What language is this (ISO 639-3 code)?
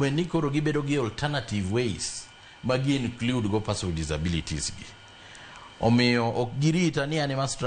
luo